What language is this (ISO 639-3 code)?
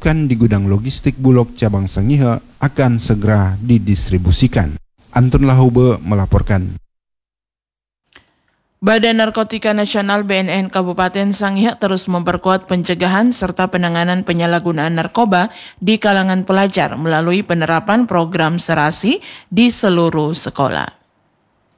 ind